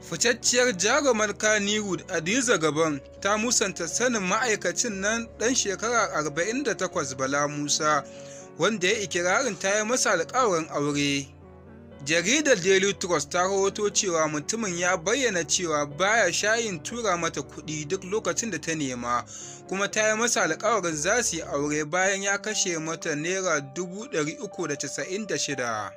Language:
Hausa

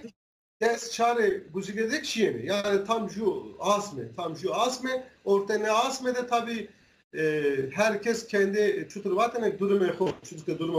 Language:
Zaza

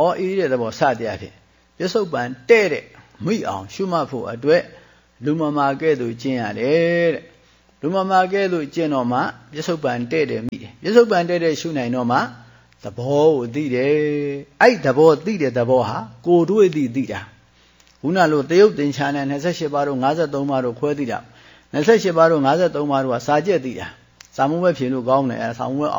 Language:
Burmese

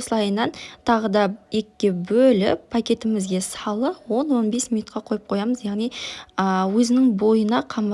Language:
Kazakh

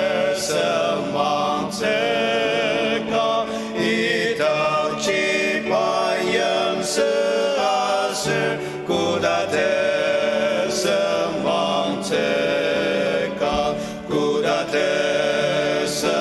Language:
Ao Naga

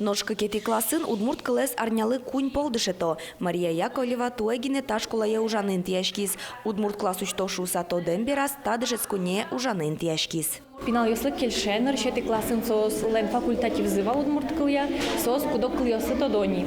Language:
Udmurt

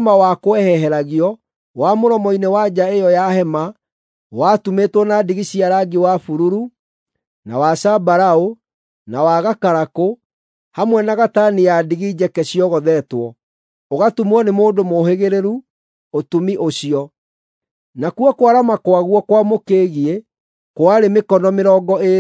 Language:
Kikuyu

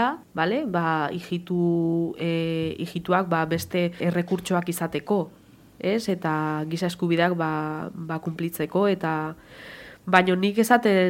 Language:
Basque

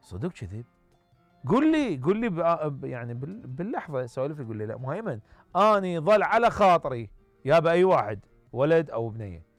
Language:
Mesopotamian Arabic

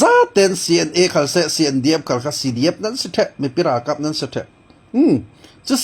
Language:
Falam Chin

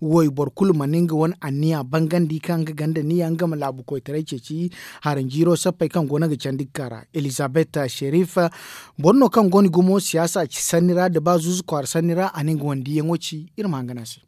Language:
Zarma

